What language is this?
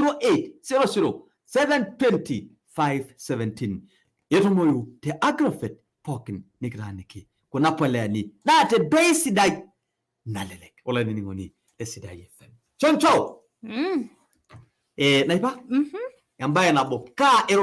Masai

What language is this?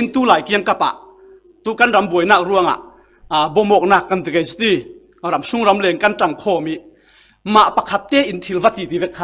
Falam Chin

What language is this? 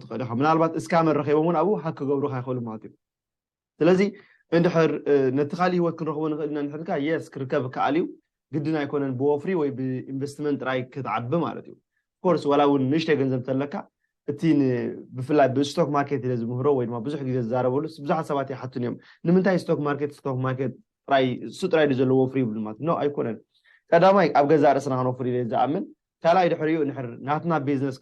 Tigrinya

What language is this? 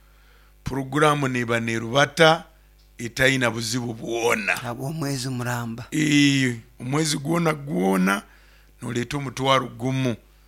Nyoro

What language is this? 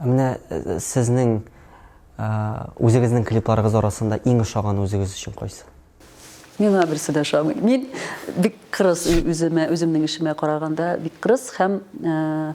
Tatar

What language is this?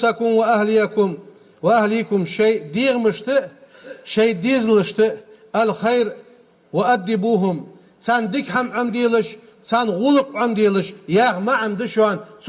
Ingush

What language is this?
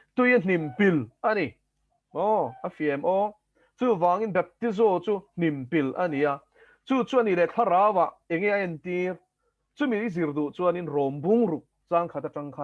Mizo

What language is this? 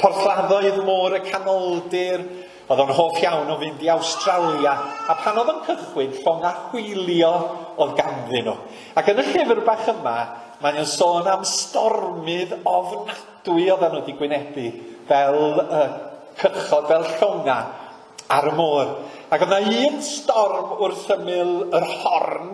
Welsh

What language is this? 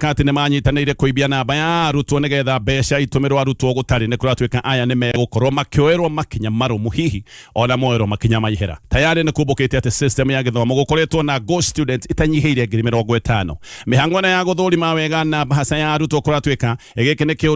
Kikuyu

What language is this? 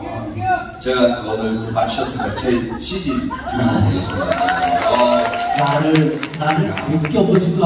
Korean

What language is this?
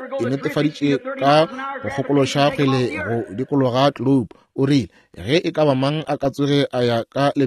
Northern Sotho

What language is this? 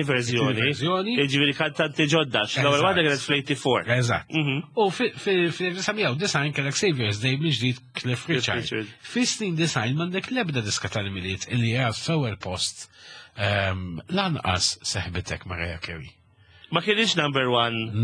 Maltese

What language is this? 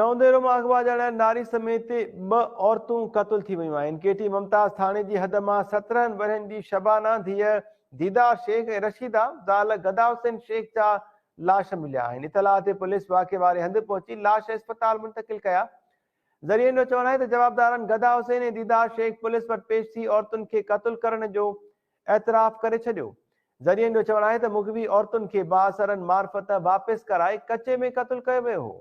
Sindhi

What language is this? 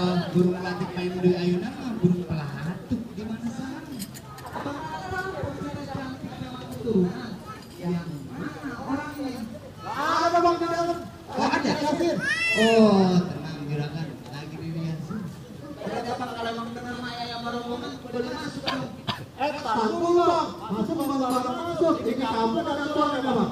Betawi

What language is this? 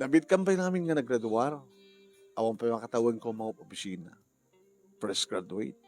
Iloko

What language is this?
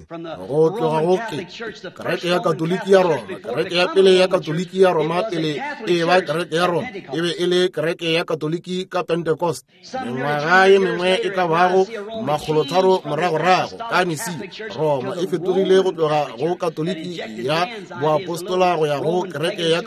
Northern Sotho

